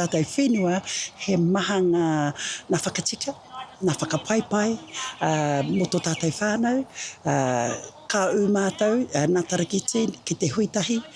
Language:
Māori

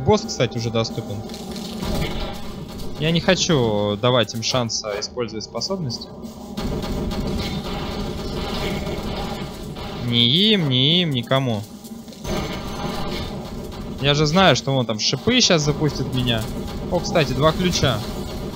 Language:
Russian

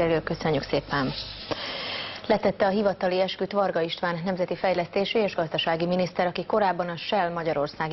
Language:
Hungarian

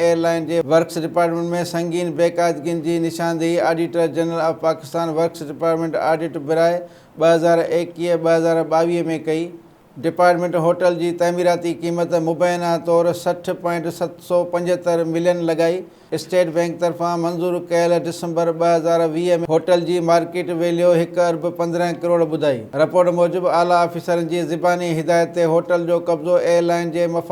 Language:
Sindhi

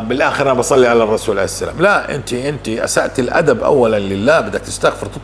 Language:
North Levantine Arabic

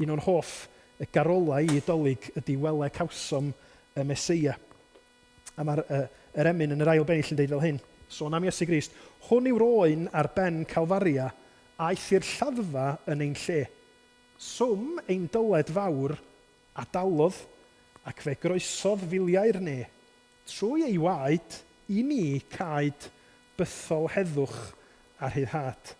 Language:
Welsh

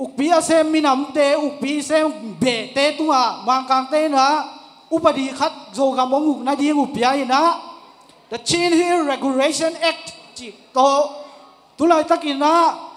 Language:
Tedim Chin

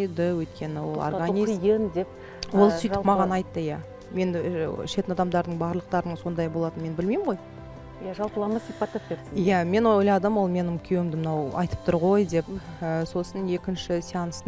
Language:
Kazakh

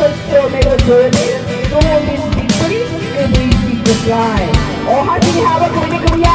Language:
Kok Borok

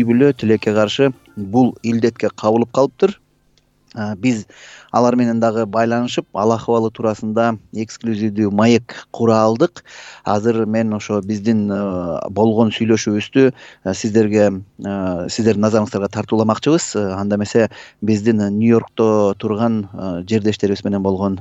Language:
Kyrgyz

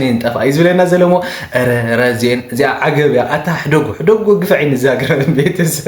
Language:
Tigrinya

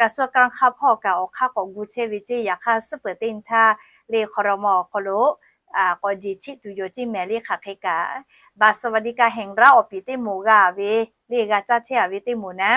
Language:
Lahu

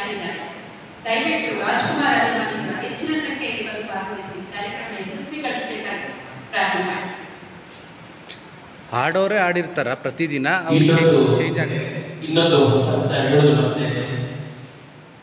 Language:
Kannada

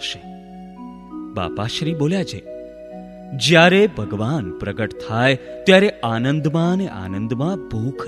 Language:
Gujarati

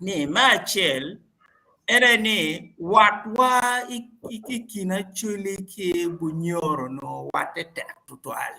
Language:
Acoli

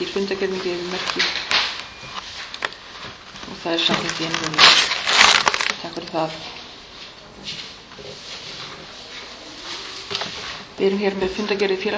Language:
Icelandic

